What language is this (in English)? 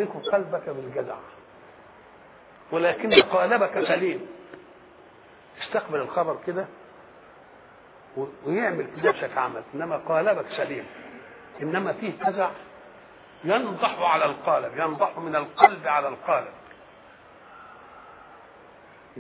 Egyptian Arabic